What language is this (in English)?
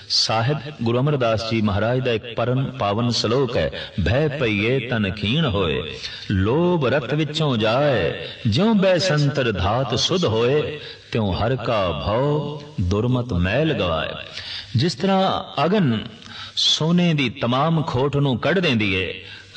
Punjabi